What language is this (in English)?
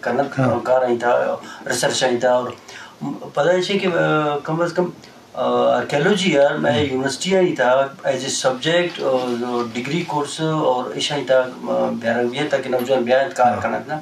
Eastern Balochi